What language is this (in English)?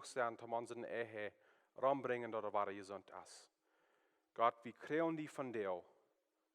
Plautdietsch